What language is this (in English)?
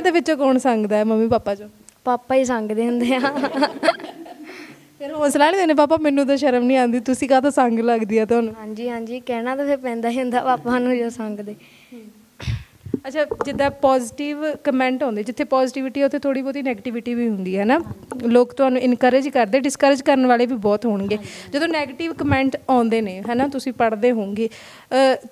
Punjabi